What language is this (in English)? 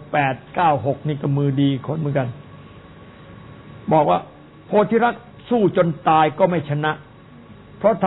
Thai